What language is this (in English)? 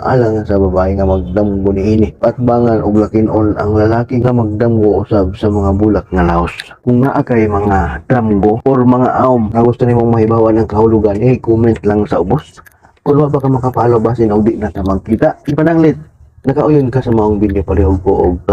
Cebuano